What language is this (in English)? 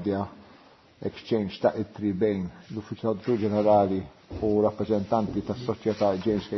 Maltese